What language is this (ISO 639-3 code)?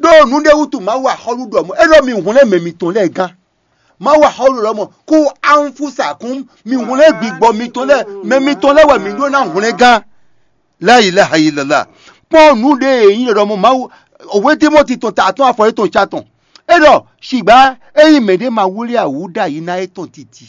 fon